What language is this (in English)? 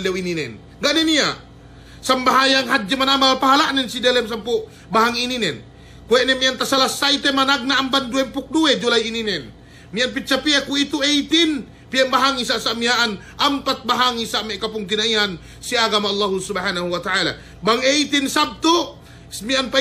Yakan